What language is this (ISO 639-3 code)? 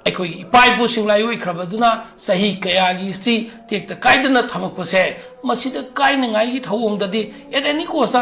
mni